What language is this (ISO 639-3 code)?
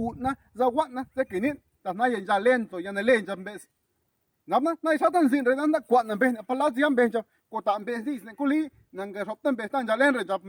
zap